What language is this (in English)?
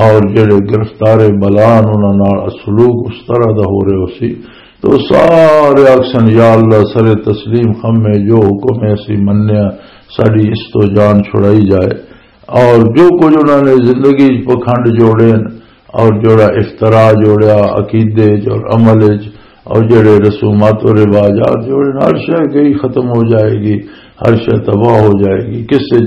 Western Panjabi